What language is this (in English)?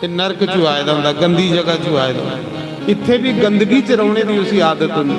Dogri